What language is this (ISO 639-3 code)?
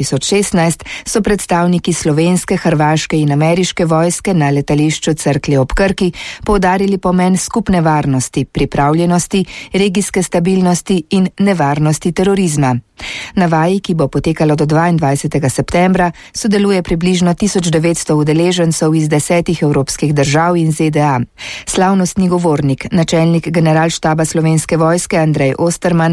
slv